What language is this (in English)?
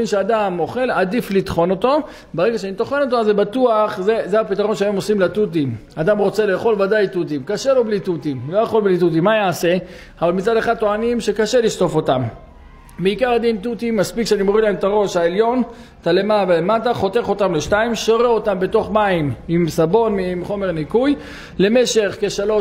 Hebrew